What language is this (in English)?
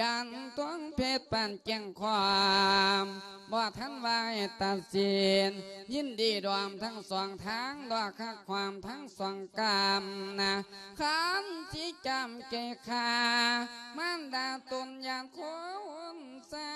Lao